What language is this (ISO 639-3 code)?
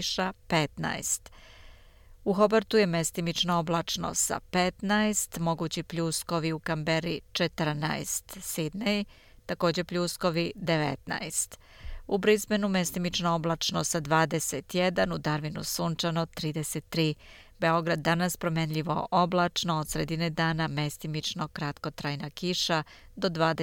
srp